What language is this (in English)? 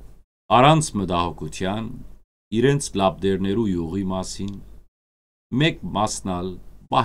Western Armenian